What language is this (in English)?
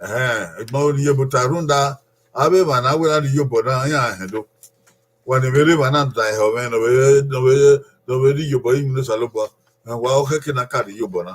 Bini